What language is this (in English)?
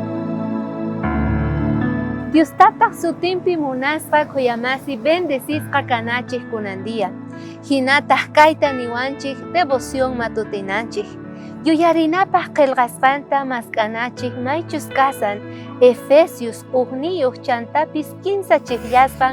South Bolivian Quechua